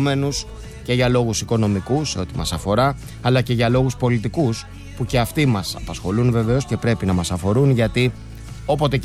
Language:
Greek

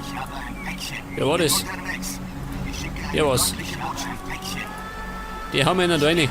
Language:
Bavarian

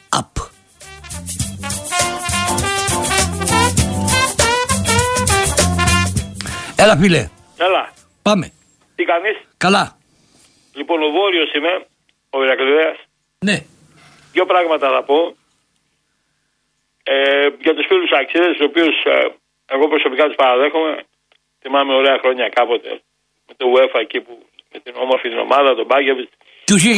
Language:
Greek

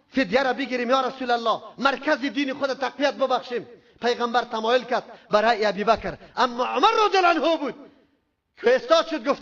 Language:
Persian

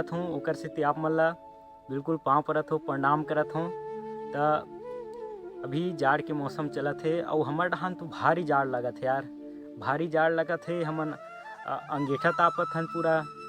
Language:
Chhattisgarhi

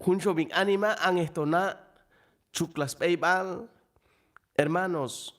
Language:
Chuj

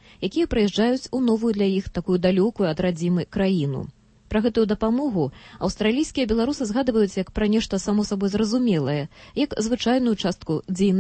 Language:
Belarusian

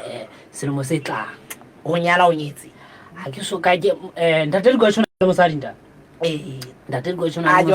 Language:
Southern Sotho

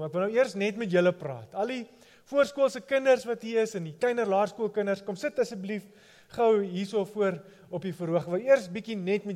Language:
Afrikaans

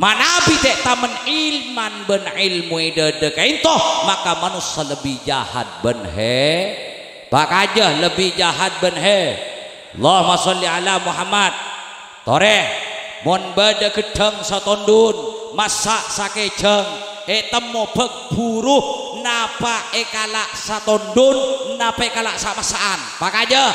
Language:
Madurese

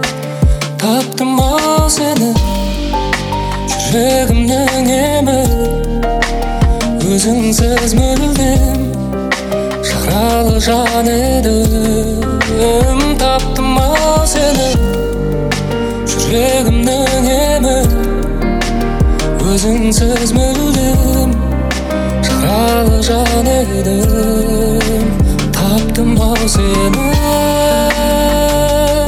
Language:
Kazakh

